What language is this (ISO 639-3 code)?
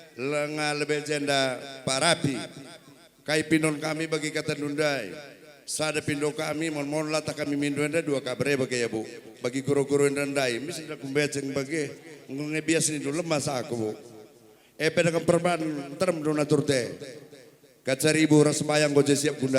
btx